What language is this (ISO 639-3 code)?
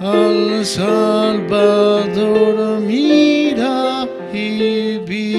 quh